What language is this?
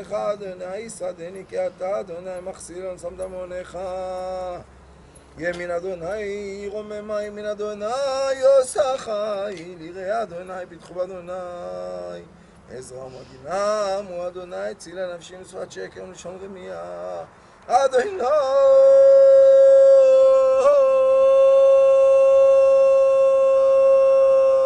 Hebrew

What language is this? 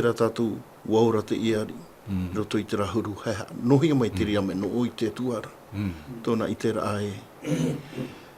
Tahitian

